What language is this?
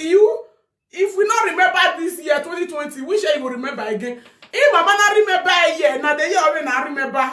Nigerian Pidgin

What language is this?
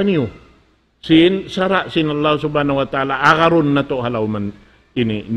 Tausug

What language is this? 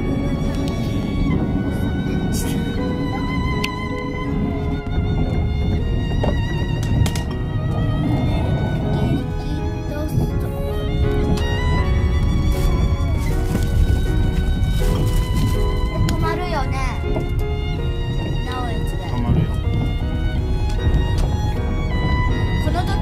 Japanese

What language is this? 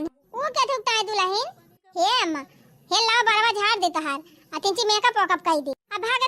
Awadhi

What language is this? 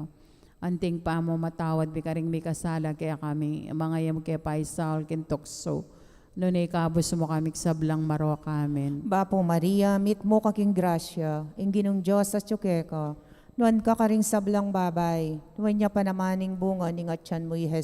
Pampanga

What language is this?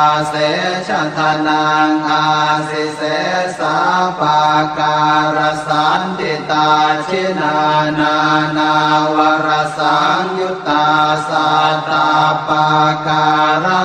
Pali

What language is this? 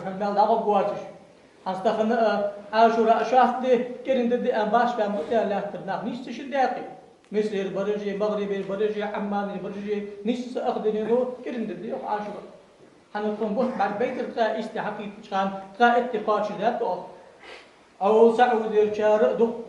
Ingush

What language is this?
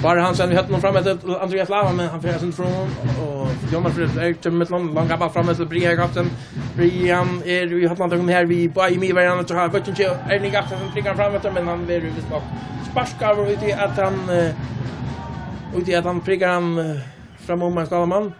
Faroese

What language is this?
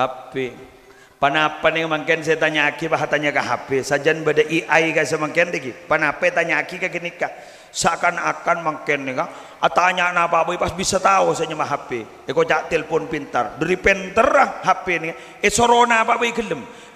Madurese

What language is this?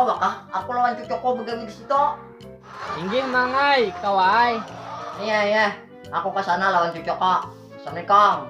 Banjar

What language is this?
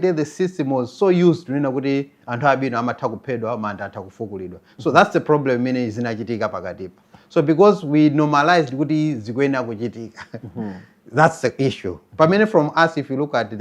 Nyanja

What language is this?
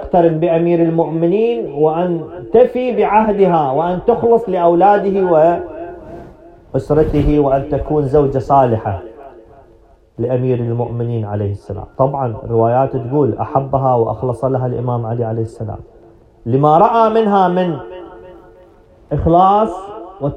Arabic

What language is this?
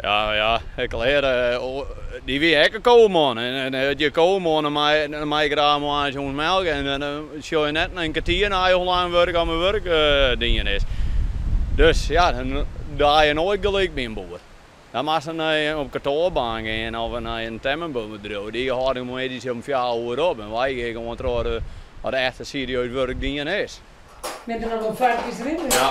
Western Frisian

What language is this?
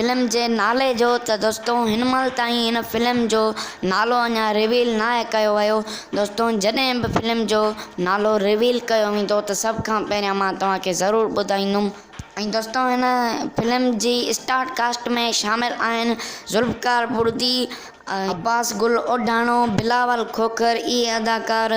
Sindhi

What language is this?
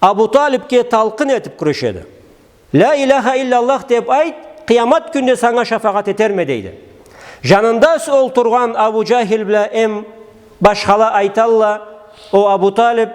Karachay-Balkar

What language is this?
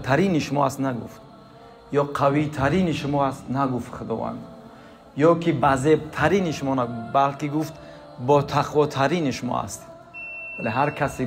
Tajik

